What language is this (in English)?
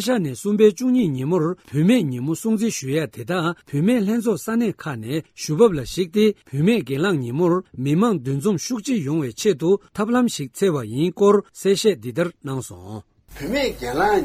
Tibetan